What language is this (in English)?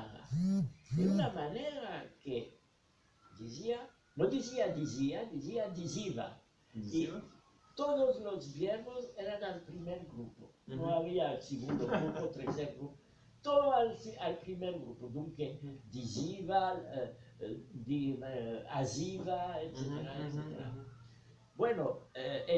Ladino